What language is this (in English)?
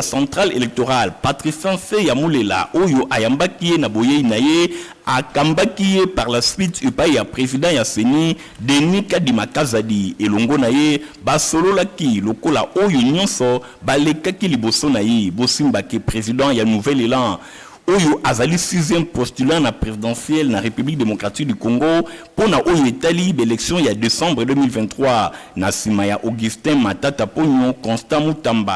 Lingala